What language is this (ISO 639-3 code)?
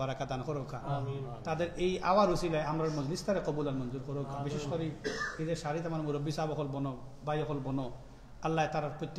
syl